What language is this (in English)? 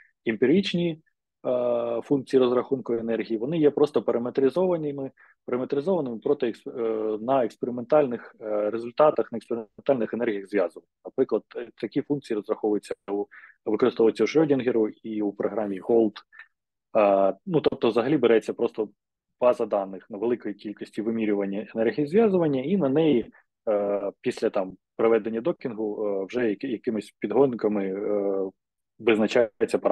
Ukrainian